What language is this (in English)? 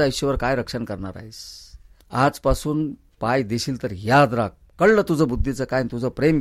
Marathi